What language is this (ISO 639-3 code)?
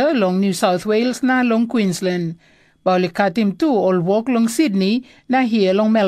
tpi